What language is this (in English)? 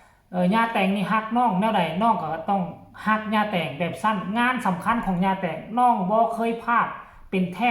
Northeastern Thai